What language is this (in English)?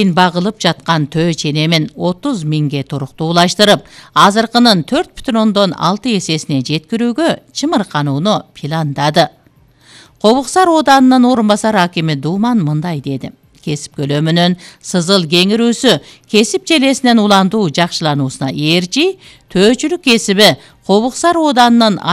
Kyrgyz